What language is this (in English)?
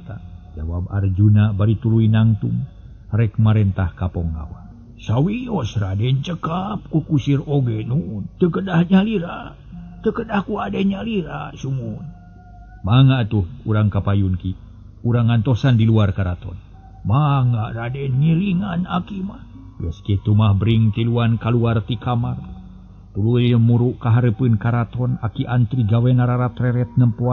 Sundanese